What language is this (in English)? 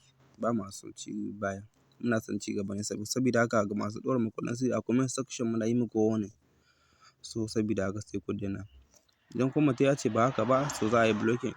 Hausa